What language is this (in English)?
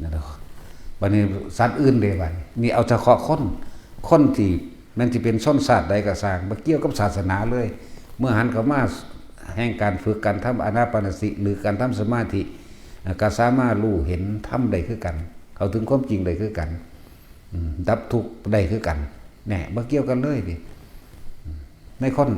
Northeastern Thai